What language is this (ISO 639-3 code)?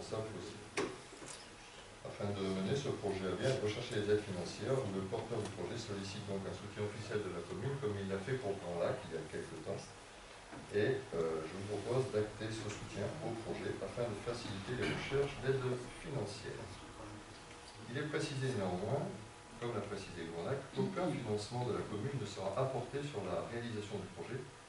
fra